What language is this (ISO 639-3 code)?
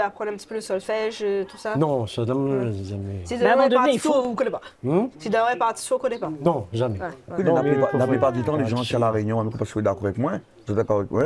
rcf